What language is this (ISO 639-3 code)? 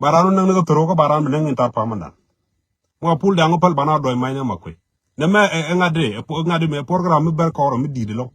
nus